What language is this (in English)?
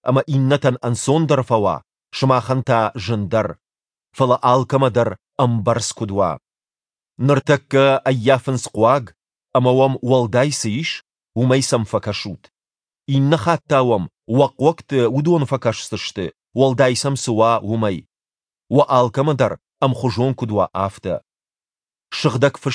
Ossetic